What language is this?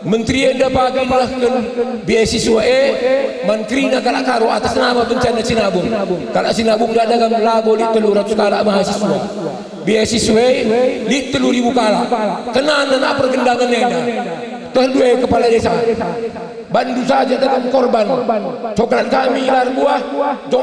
Batak Karo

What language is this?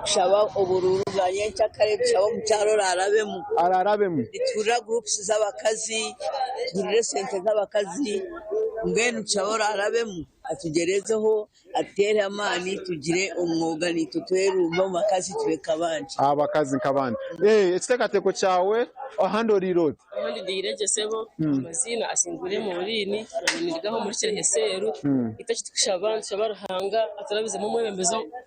Nyankole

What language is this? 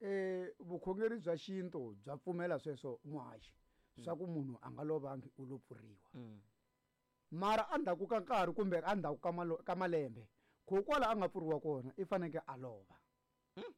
Tsonga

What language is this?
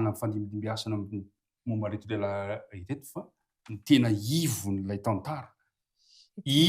Malagasy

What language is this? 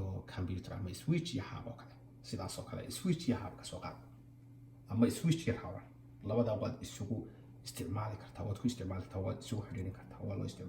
Somali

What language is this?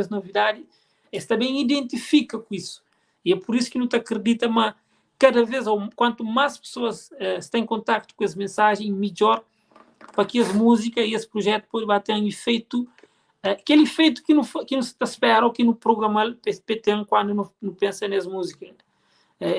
Kabuverdianu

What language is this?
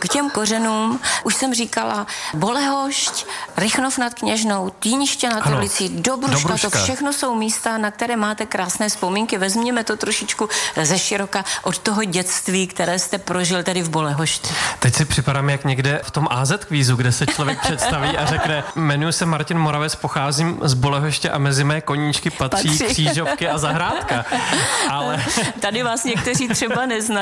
Czech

